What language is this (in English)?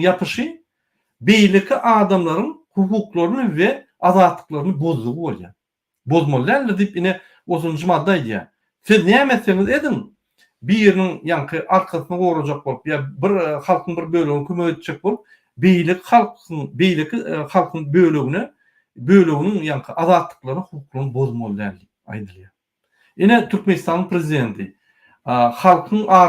Turkmen